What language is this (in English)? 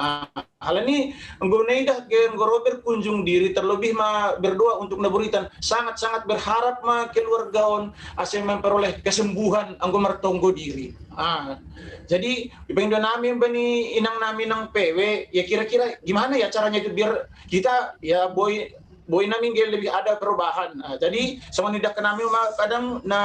Batak Simalungun